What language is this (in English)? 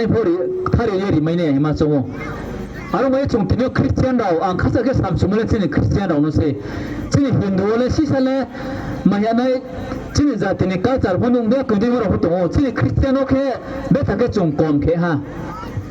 Riang (India)